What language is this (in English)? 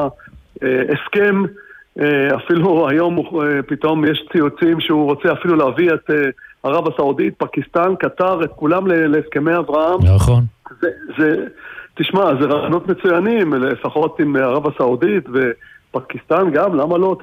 Hebrew